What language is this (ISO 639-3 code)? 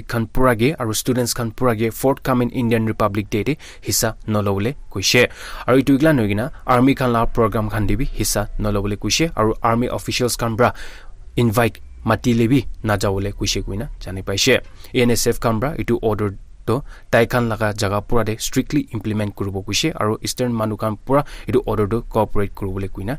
nag